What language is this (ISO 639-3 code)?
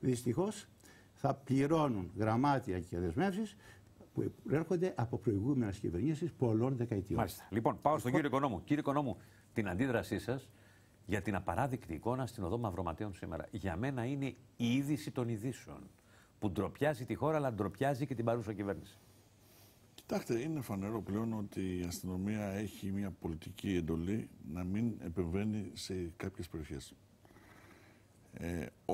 ell